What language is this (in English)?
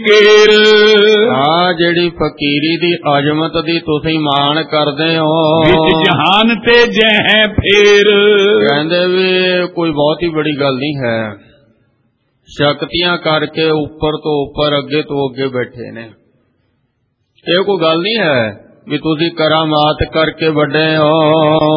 Punjabi